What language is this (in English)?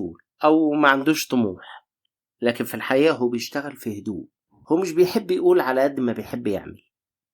Egyptian Arabic